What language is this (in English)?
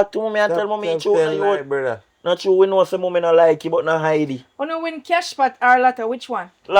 Jamaican Creole English